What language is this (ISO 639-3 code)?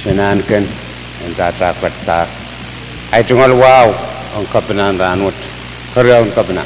pon